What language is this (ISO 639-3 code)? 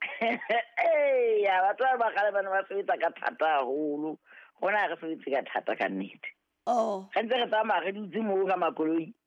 sot